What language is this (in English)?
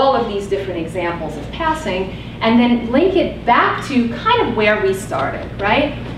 English